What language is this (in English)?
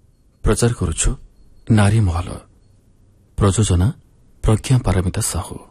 Odia